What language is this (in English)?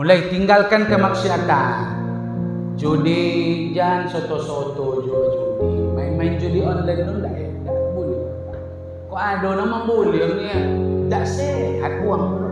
Minangkabau